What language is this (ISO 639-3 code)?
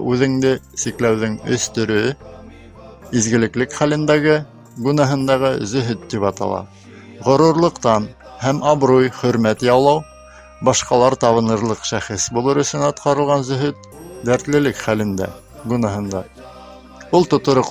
bak